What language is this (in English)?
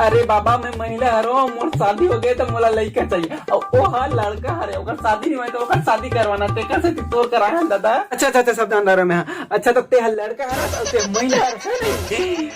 Chhattisgarhi